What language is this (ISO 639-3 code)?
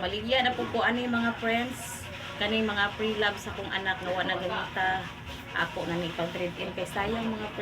ceb